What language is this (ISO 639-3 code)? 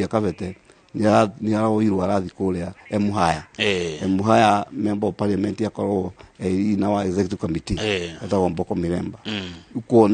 kik